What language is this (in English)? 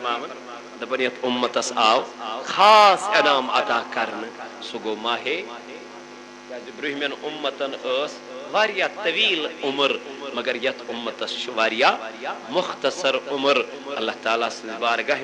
Kashmiri